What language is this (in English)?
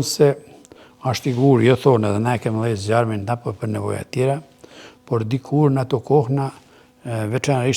Albanian